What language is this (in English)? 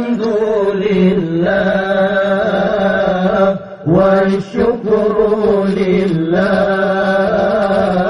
Achinese